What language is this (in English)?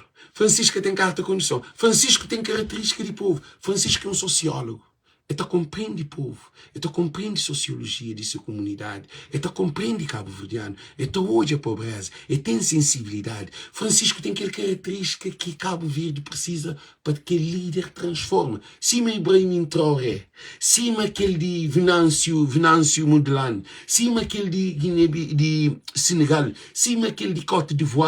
Kabuverdianu